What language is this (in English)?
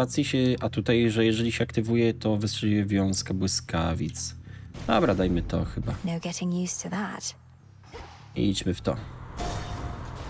Polish